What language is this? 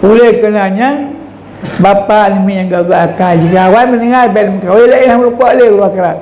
Achinese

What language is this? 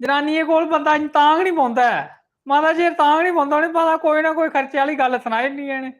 Dogri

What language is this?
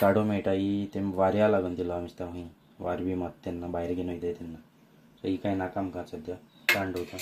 Konkani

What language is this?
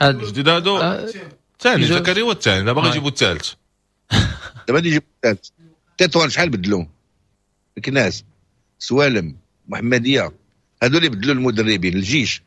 Moroccan Arabic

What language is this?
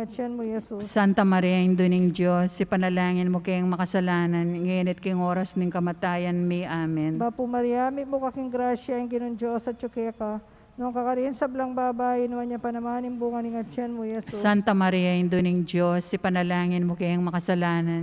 Pampanga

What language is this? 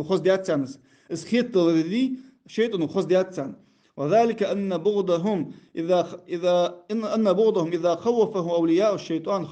Ingush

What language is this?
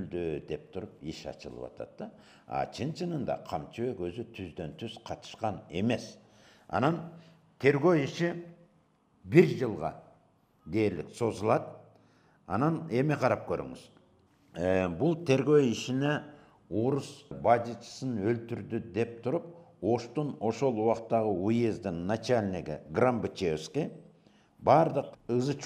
Kyrgyz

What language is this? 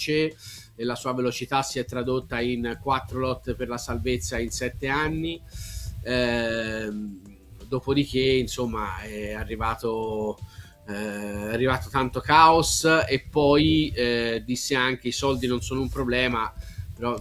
Italian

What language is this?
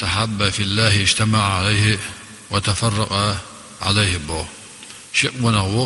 Chechen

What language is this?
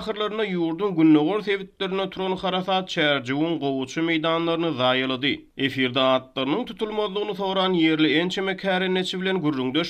Turkmen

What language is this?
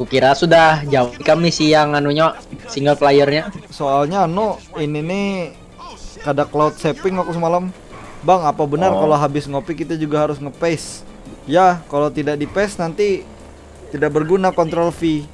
Banjar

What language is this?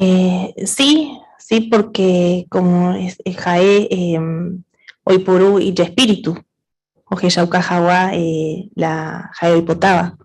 Guarani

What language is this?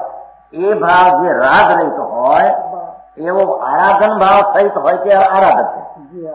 Gujarati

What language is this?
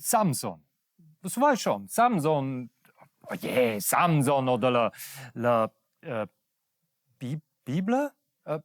Romansh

